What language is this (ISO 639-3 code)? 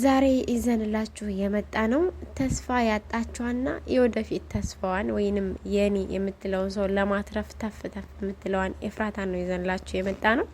amh